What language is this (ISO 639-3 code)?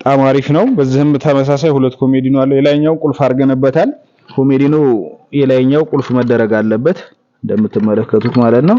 amh